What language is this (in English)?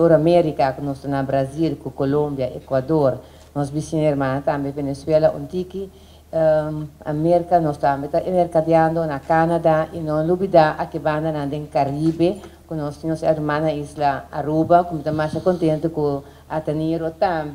Papiamento